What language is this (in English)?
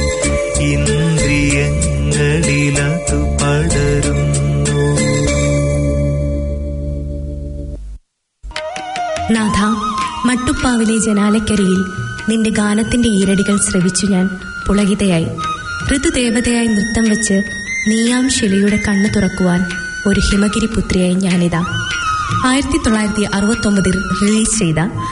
Malayalam